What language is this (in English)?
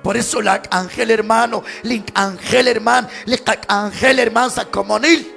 Kekchí